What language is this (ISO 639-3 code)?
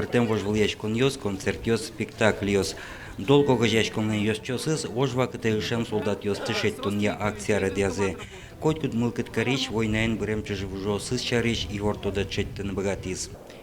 udm